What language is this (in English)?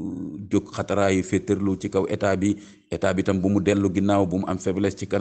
Wolof